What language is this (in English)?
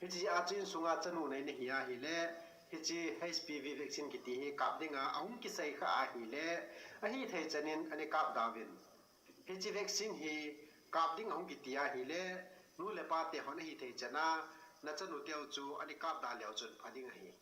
Thado Chin